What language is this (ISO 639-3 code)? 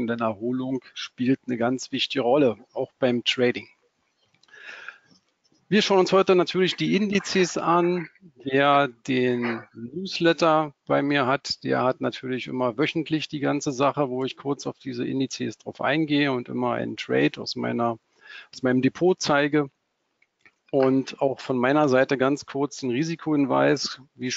deu